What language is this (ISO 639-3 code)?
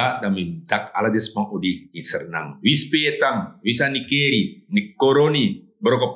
srn